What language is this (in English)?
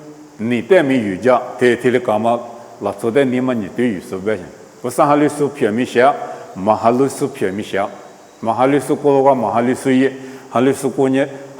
Lisu